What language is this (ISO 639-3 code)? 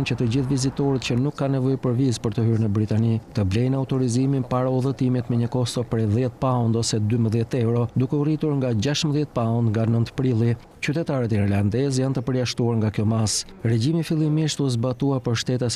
sqi